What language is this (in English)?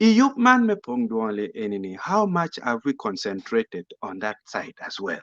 Acoli